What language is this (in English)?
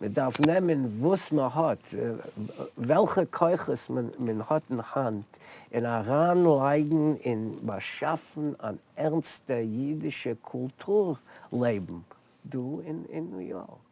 Yiddish